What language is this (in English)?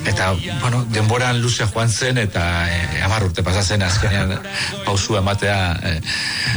Basque